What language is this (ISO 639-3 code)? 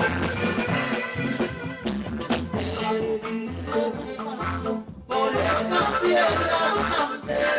spa